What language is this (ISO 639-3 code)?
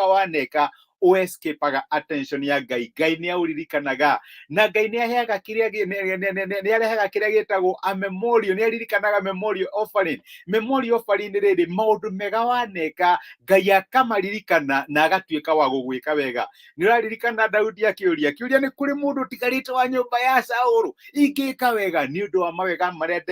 kik